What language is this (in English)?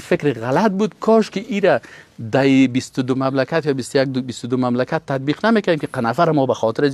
Persian